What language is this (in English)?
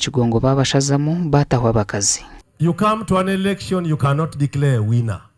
Nyankole